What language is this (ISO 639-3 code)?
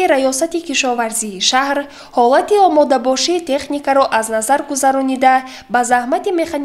tgk